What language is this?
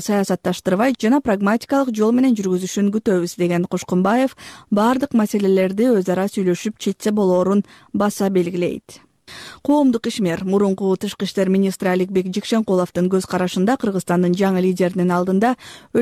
Kyrgyz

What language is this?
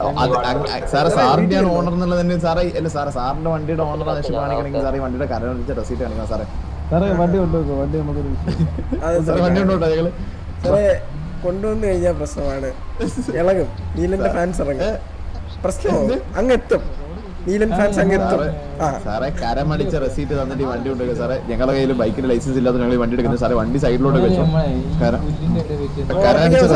Malayalam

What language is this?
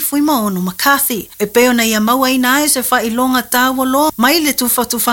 Samoan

